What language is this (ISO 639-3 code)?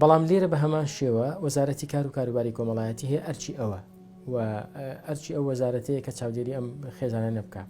ckb